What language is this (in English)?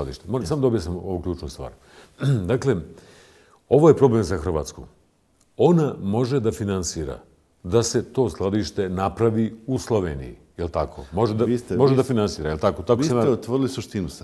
Bosnian